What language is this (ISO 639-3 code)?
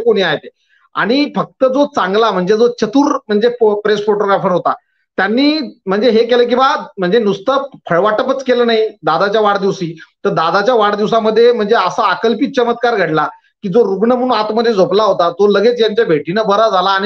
mar